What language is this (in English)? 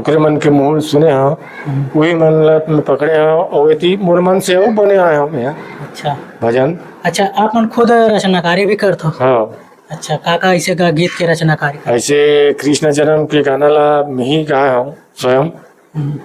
Chhattisgarhi